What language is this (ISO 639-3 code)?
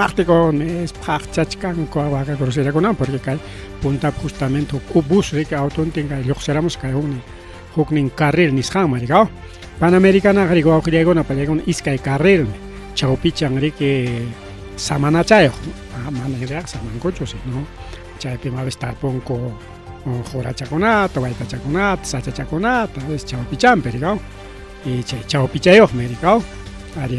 quy